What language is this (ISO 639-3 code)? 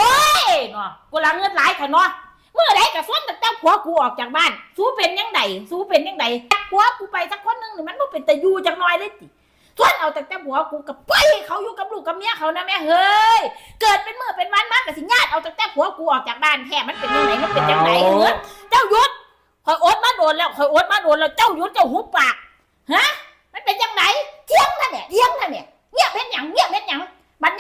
tts